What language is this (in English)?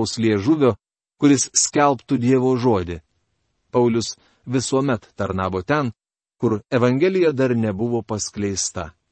Lithuanian